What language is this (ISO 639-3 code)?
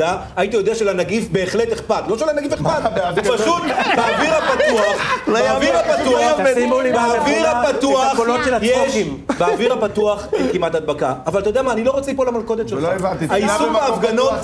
heb